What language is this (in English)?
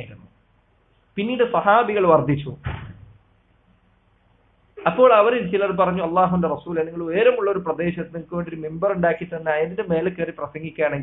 Malayalam